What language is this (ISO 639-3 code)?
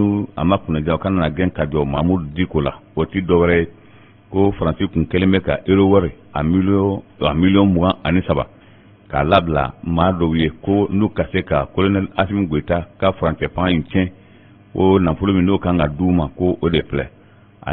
bam